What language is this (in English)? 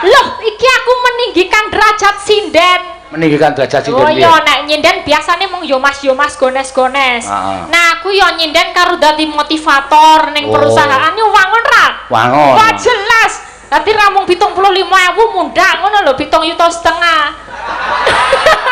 Javanese